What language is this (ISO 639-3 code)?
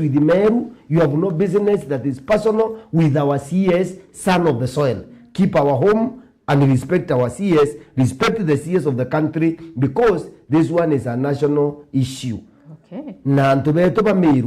mer